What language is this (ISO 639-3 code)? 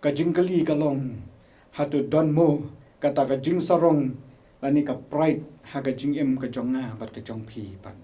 kha